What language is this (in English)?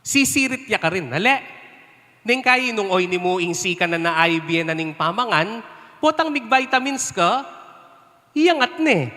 Pampanga